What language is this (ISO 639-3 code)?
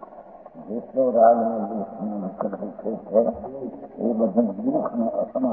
guj